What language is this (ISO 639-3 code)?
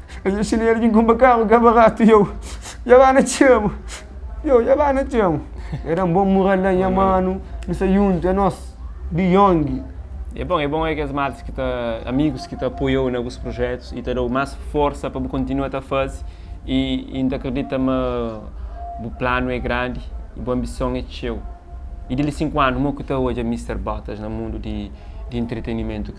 kea